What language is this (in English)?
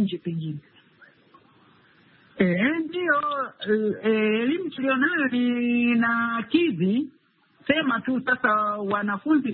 Swahili